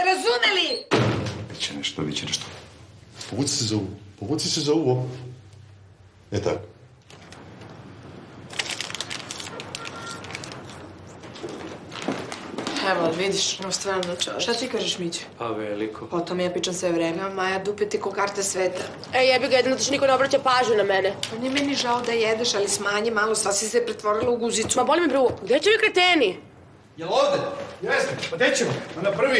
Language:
Serbian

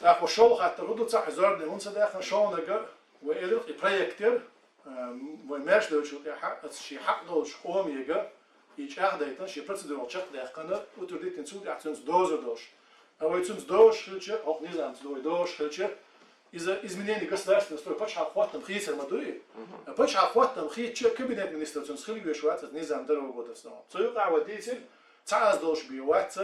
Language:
Chechen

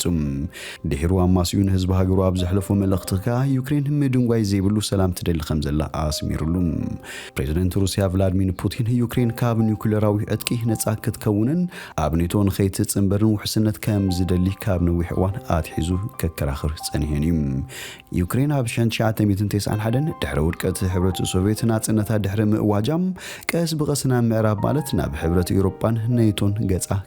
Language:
Tigrinya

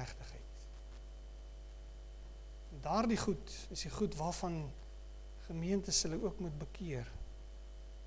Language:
Afrikaans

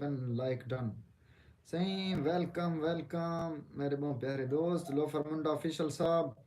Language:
Saraiki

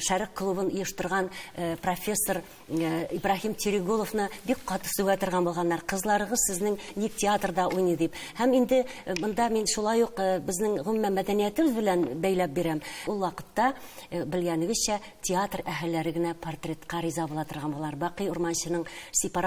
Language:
Tatar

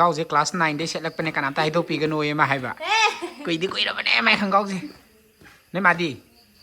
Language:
Manipuri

